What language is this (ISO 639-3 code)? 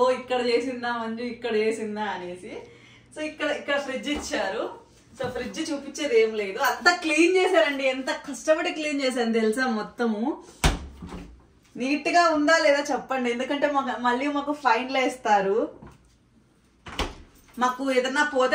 tel